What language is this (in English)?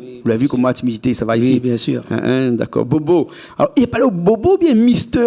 Réunion Creole French